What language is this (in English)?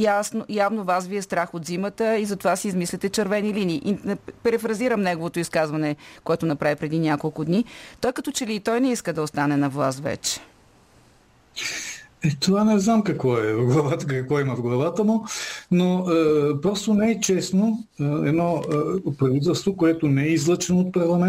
Bulgarian